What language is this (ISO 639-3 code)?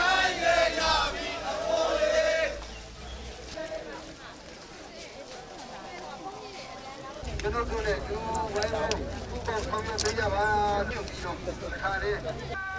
mya